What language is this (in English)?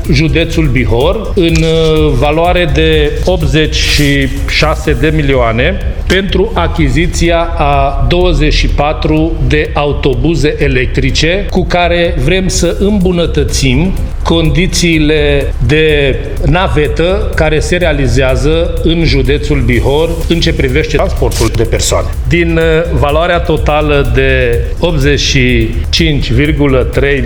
Romanian